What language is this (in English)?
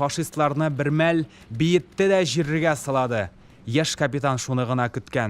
Tatar